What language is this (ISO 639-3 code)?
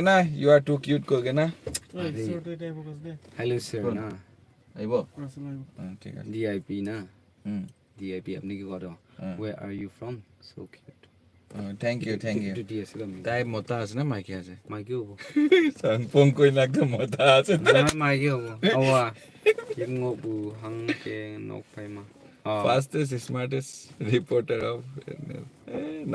nag